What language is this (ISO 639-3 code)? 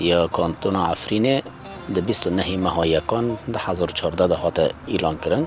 kur